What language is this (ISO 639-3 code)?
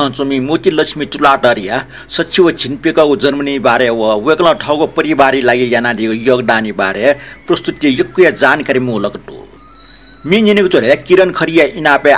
new